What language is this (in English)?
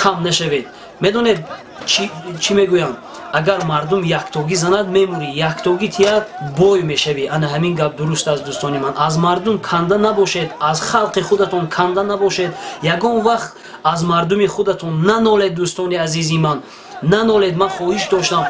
Tajik